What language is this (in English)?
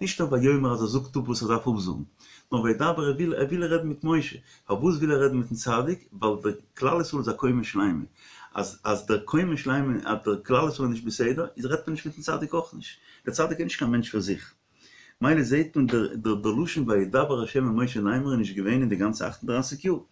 Yiddish